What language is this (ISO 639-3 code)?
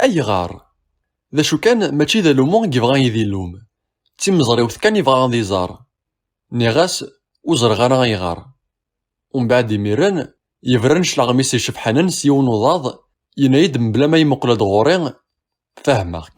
kab